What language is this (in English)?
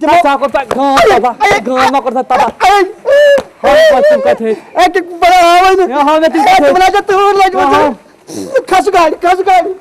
Kashmiri